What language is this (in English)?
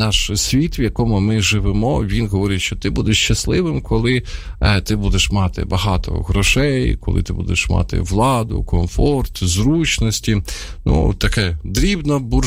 Ukrainian